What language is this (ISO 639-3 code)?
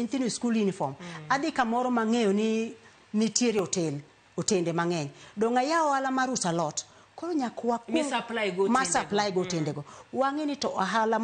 luo